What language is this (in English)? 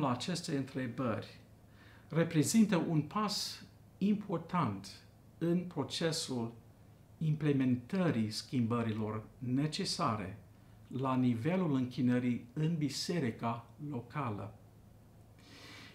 Romanian